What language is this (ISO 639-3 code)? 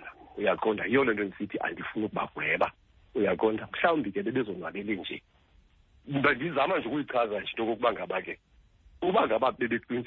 xho